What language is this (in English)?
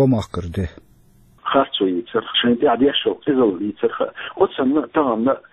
Chechen